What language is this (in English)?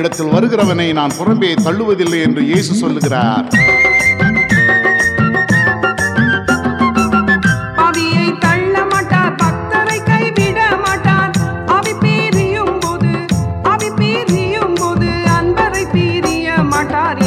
Tamil